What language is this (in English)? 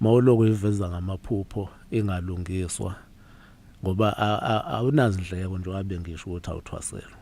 Zulu